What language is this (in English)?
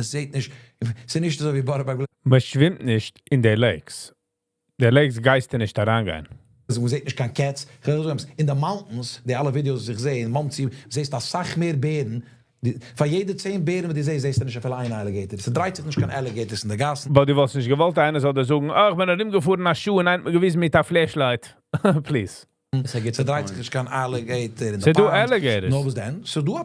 Yiddish